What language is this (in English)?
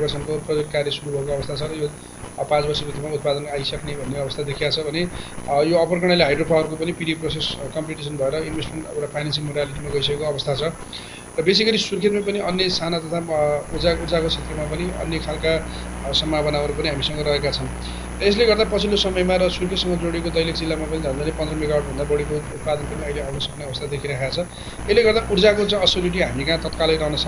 Nepali